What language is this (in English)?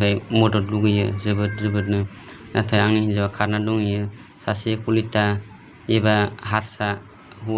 Bodo